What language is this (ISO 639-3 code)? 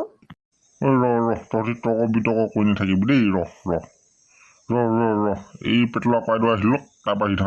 asm